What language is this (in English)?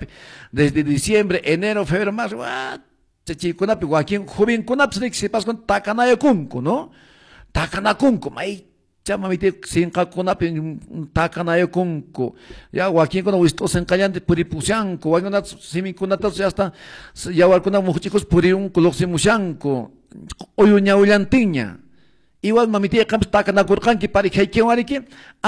Quechua